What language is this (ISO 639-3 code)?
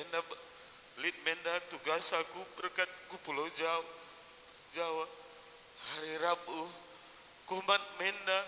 btx